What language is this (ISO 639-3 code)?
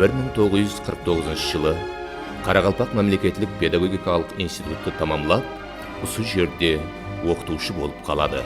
kaa